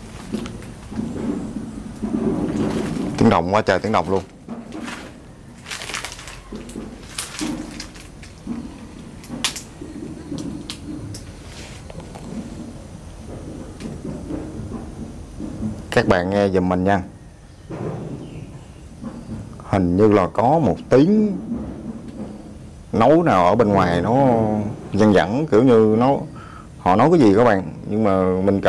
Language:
Vietnamese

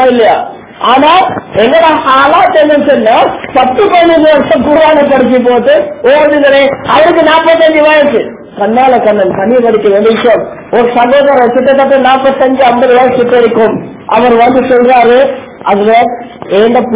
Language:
Tamil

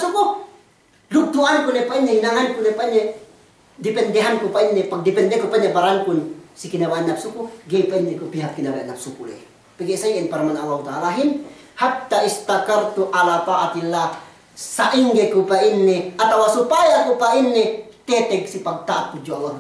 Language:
Yakan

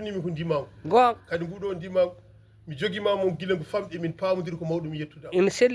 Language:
Fula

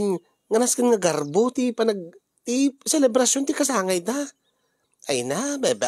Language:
Iloko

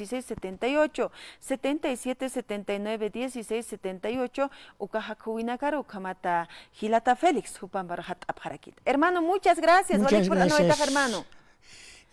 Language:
Aymara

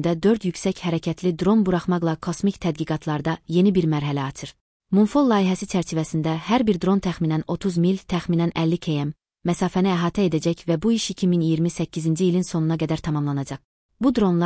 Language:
Azerbaijani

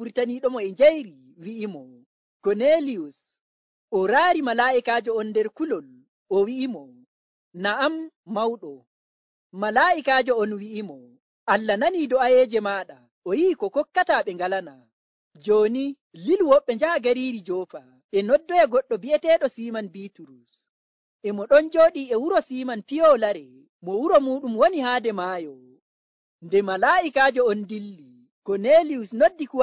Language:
Nigerian Fulfulde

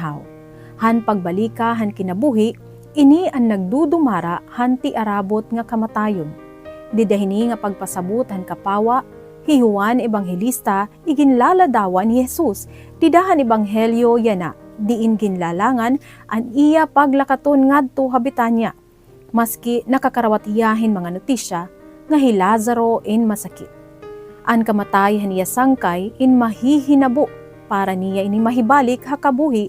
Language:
Waray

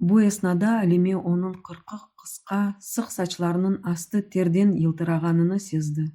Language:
Crimean Tatar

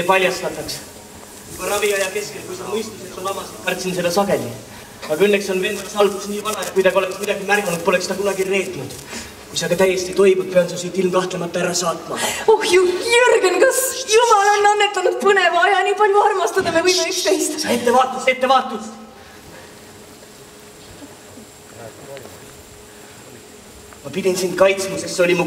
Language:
Estonian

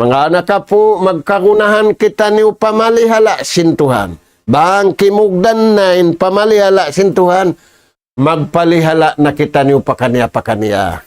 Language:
Tausug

